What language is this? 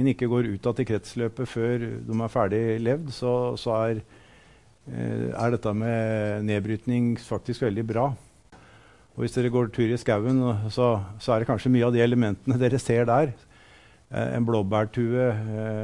Norwegian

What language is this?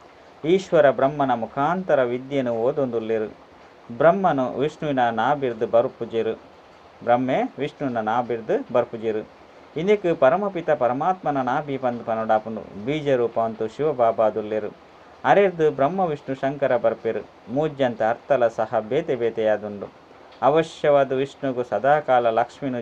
Tulu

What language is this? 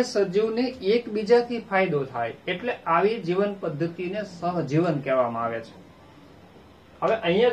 Gujarati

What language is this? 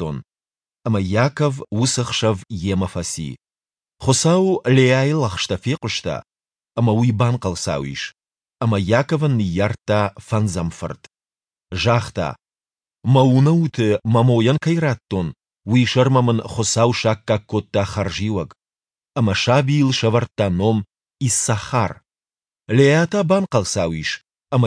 Ossetic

